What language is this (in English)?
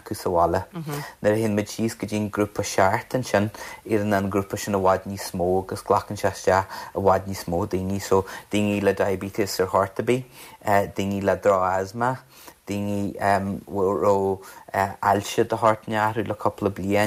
Irish